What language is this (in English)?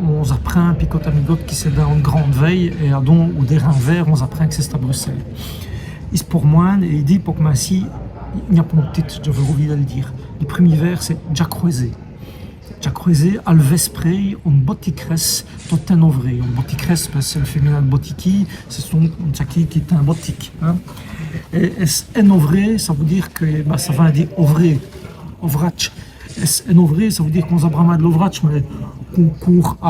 Walloon